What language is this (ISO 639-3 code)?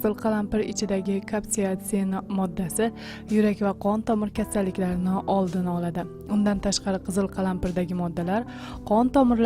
uzb